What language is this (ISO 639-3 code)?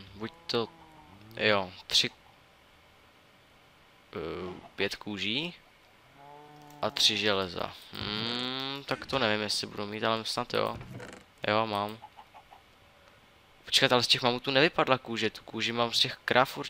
ces